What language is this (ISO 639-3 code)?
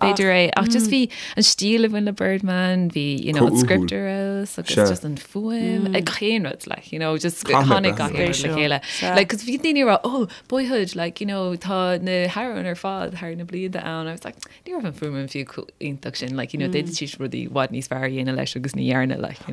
gle